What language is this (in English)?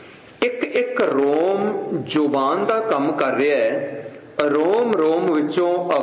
Punjabi